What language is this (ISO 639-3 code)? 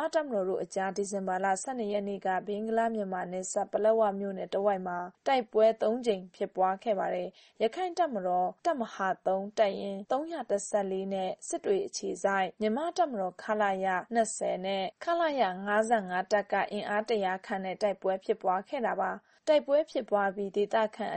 mya